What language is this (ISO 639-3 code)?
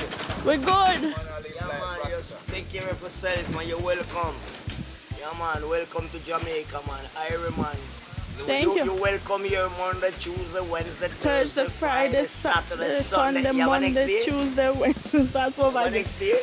jam